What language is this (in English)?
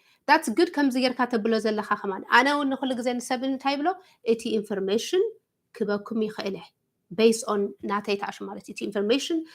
Tigrinya